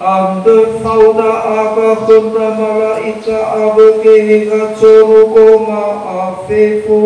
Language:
Nias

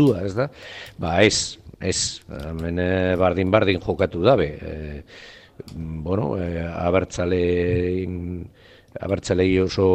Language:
Basque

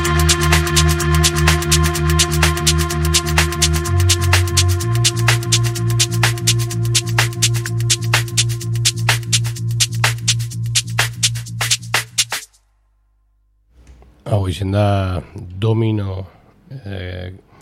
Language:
Basque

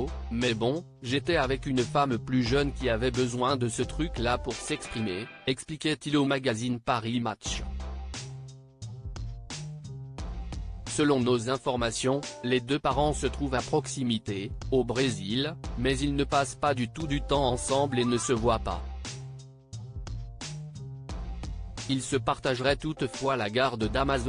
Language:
French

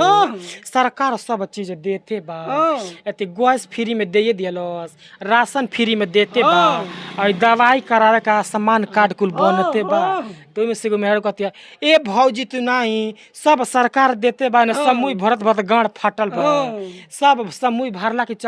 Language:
Bhojpuri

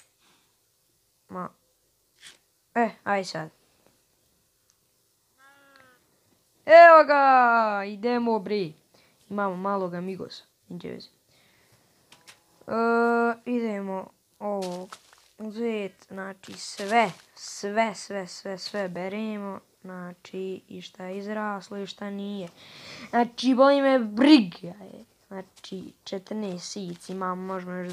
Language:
Croatian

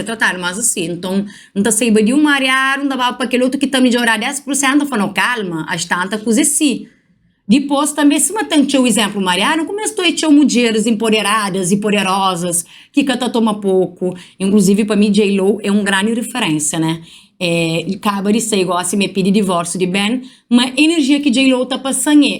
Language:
Kabuverdianu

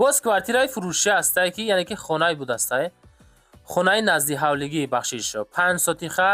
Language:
Tajik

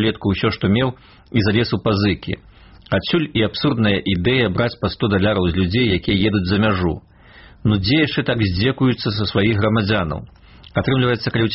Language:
Belarusian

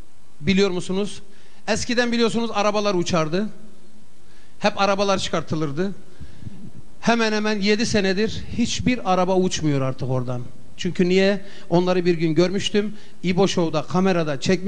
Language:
Turkish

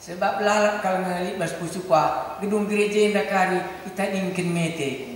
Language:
Batak Karo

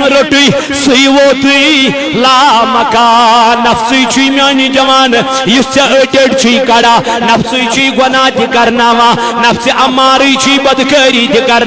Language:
Kashmiri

